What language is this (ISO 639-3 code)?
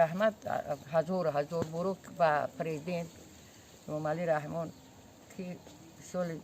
tgk